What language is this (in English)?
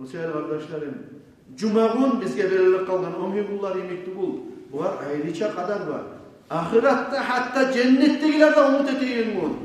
Kumyk